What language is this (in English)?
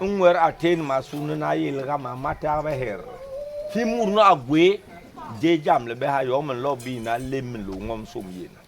Basaa